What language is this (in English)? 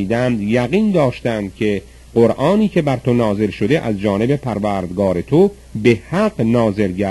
Persian